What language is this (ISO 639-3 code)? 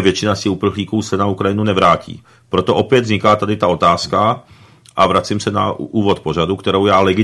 ces